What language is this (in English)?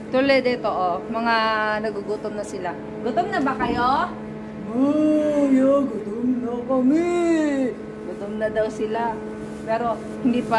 Filipino